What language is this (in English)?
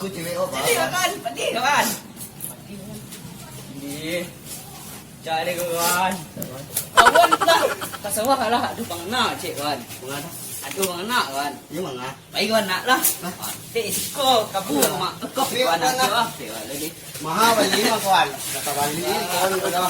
Minangkabau